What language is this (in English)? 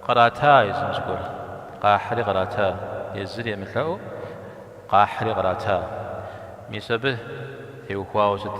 Kabardian